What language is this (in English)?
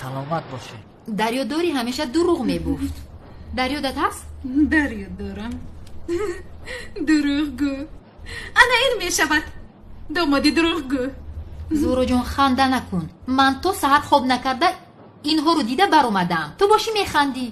Tajik